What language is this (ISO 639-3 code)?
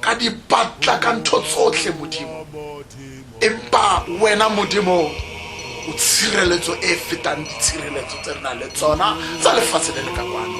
tsn